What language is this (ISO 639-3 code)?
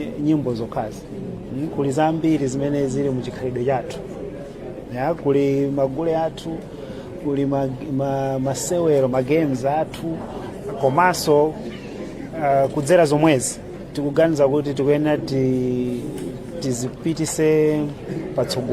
nya